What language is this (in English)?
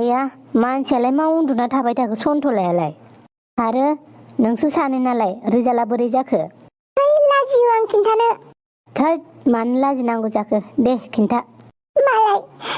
Bodo